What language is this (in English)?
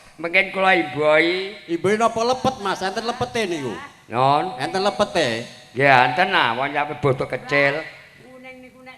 Javanese